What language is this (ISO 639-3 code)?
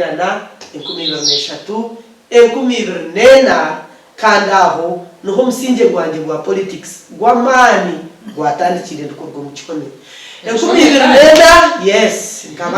nyn